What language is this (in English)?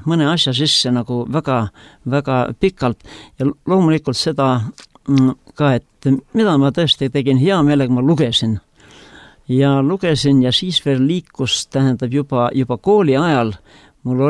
Estonian